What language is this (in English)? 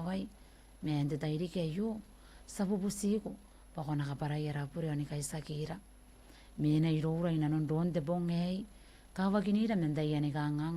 Gilbertese